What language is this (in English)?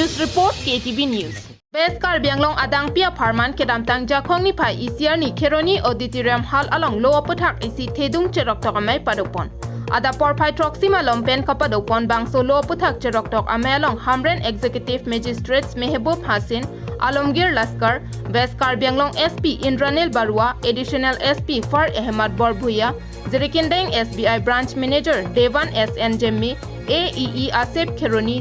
Karbi